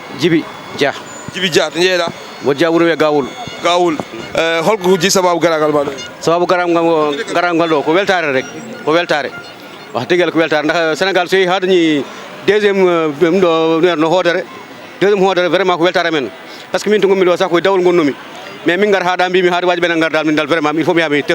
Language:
Fula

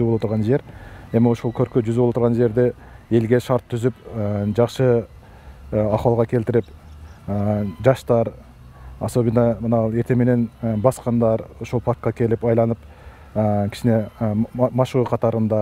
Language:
Kyrgyz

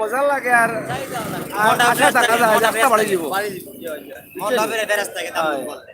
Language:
Sylheti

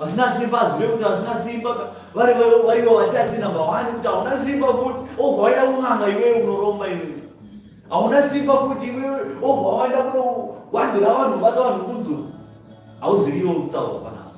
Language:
Shona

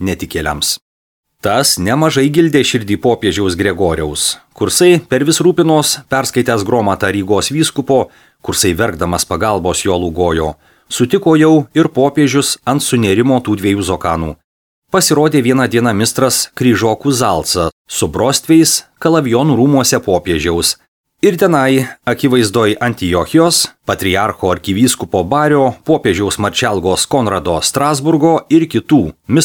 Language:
Lithuanian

